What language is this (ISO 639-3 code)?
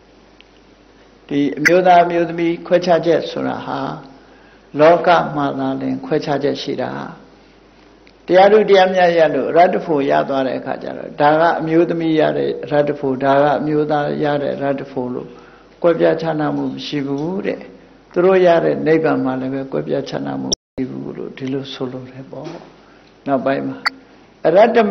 mya